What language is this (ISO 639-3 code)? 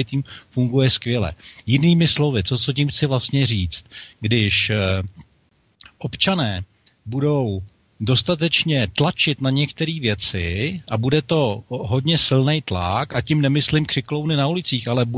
ces